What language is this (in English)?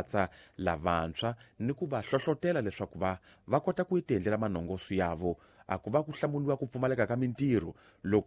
Tsonga